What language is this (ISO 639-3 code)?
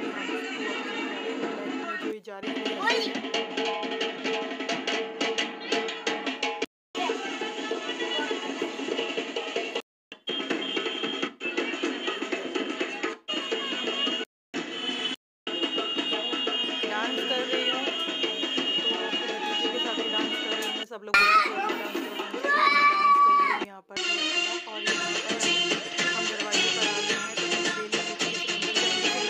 hin